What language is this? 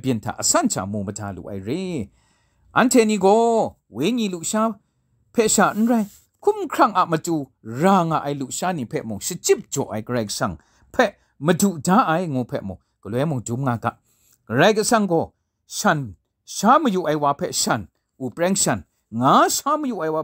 Kachin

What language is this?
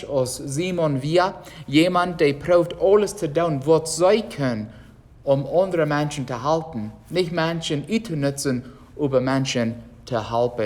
Plautdietsch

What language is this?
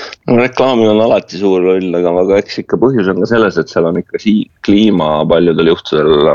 Estonian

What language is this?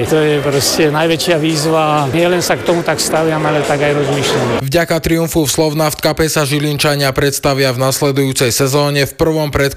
Slovak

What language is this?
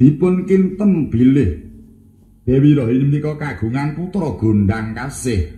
Javanese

